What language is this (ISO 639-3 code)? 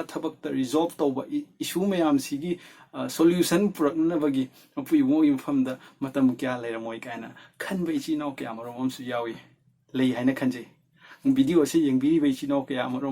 mni